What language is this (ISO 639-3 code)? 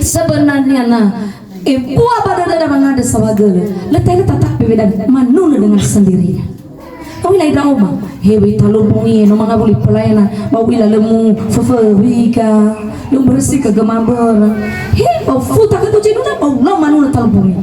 nia